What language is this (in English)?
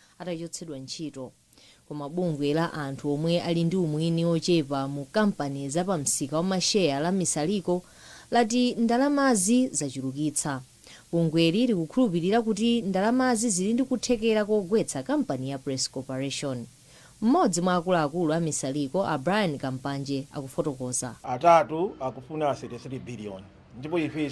Nyanja